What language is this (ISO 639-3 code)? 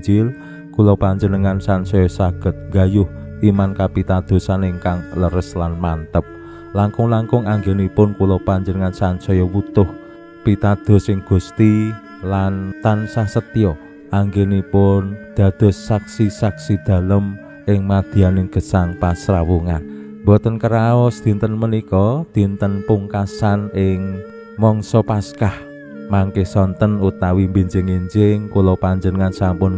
jav